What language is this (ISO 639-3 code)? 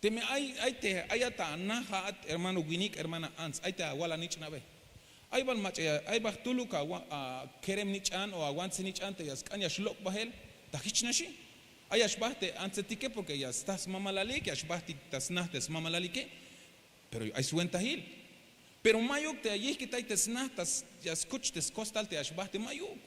tzh